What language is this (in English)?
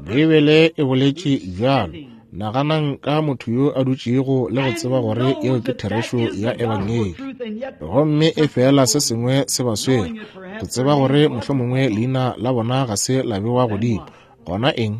Northern Sotho